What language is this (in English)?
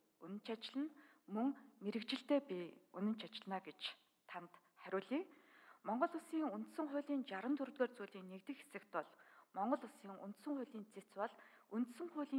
Mongolian